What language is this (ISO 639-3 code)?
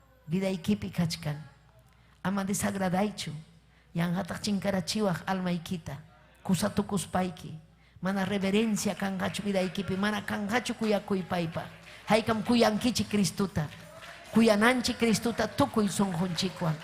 quy